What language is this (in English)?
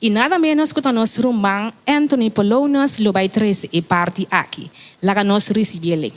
Papiamento